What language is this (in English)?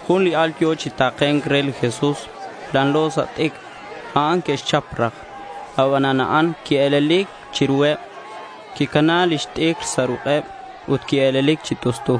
Kekchí